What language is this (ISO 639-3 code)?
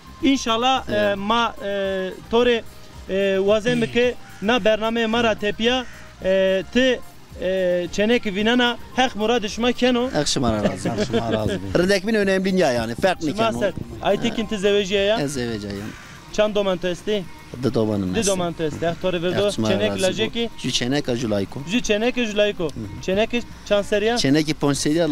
zza